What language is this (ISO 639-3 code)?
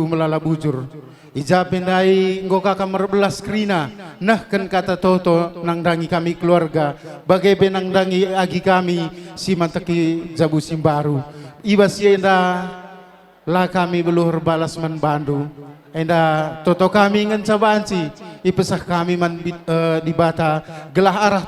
btx